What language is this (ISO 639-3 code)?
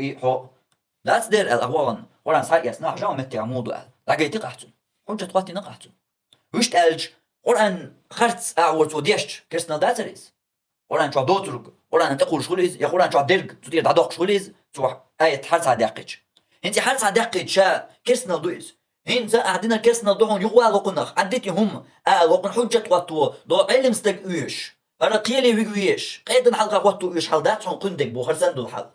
che